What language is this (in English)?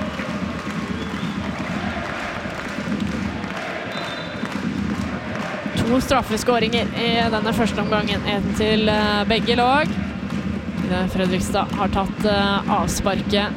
Norwegian